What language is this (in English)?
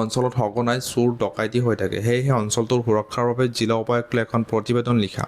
Assamese